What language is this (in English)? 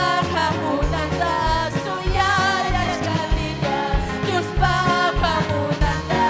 Ayacucho Quechua